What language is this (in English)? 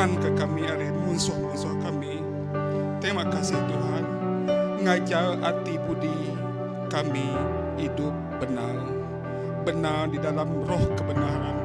Iban